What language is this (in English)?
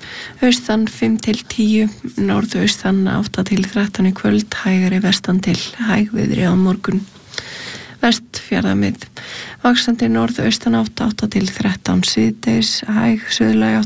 Icelandic